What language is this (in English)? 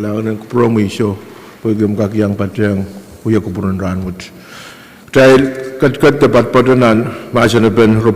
Pohnpeian